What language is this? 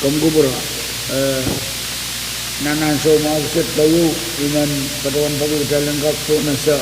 Pohnpeian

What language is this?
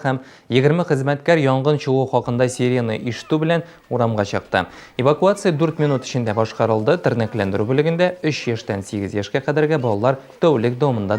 Tatar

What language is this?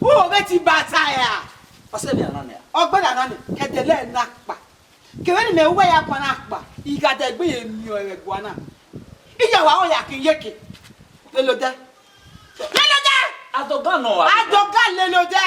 Bini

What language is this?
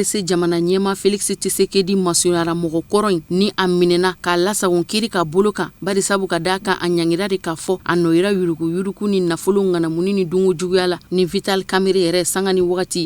Bambara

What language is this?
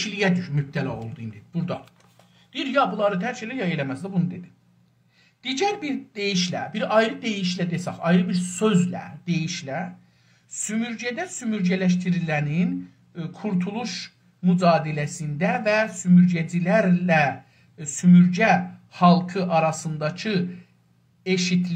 South Azerbaijani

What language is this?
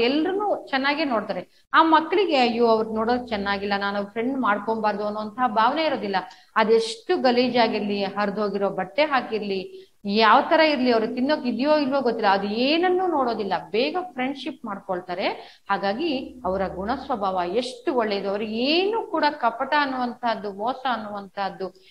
Kannada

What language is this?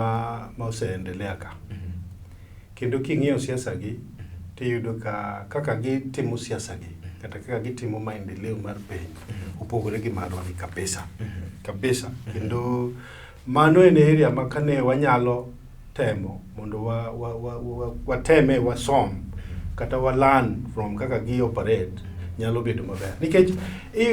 Luo (Kenya and Tanzania)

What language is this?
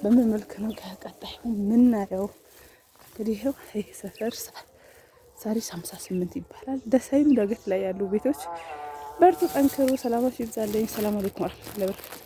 Amharic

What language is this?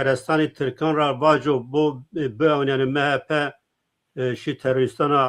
Zaza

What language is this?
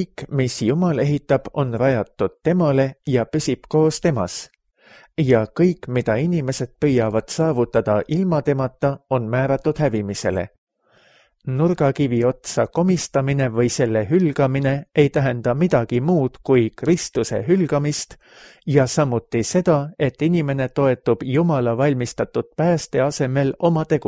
Estonian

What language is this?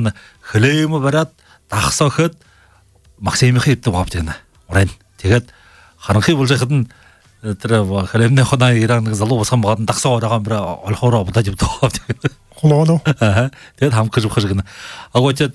Buriat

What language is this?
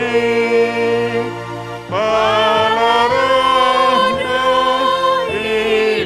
Batak Simalungun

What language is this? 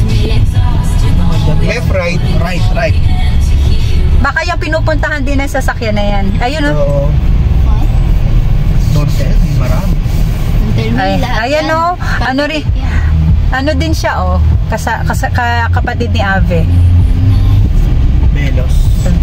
Filipino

